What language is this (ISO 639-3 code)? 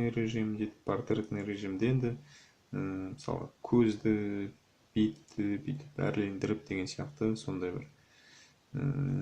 kaz